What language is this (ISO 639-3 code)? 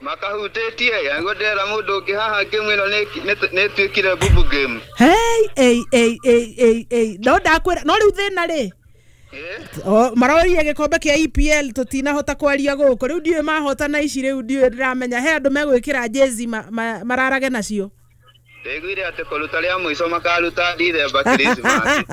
kik